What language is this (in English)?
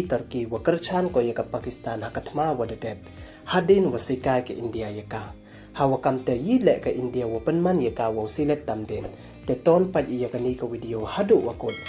Pnar